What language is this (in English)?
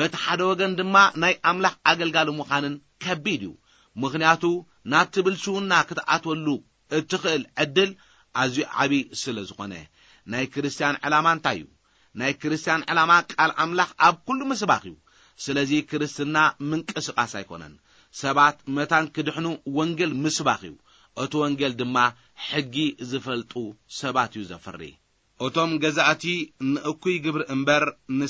Tigrinya